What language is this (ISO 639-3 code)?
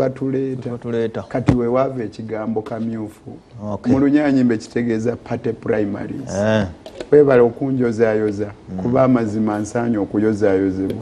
lug